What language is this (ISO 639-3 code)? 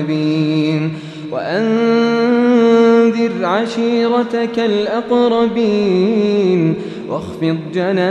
ara